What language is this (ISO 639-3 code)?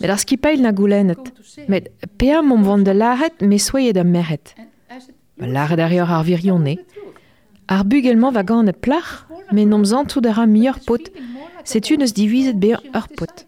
bre